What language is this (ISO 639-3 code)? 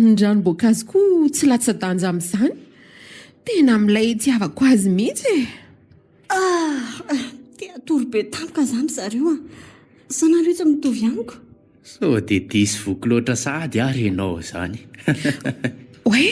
mlg